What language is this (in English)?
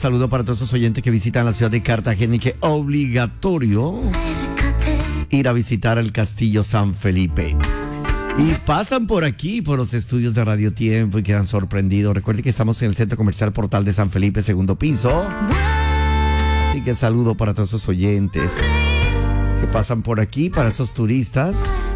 Spanish